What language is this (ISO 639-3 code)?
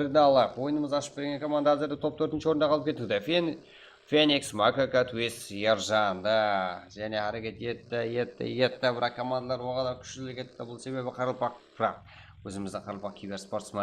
kaa